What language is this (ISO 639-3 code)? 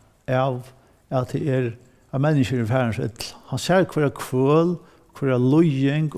fao